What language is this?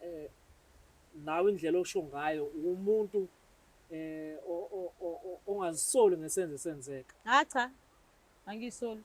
Zulu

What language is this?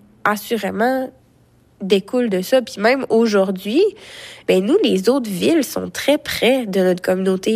French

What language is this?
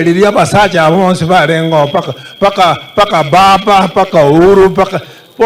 Gusii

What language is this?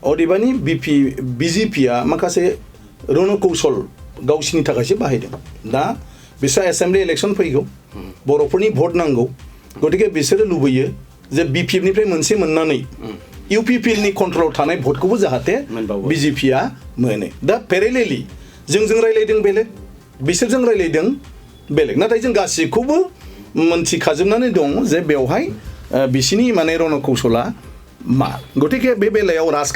Bodo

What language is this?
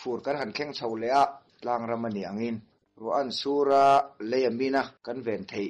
Mizo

